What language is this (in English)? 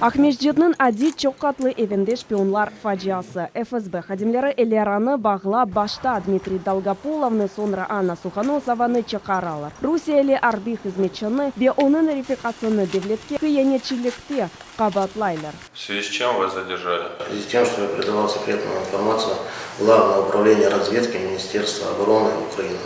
Crimean Tatar